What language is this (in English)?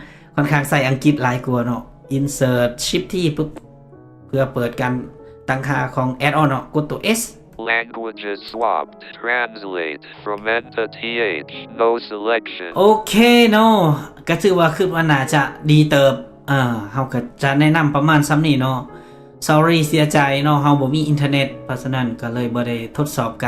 Lao